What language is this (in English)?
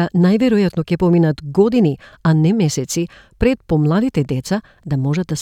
Macedonian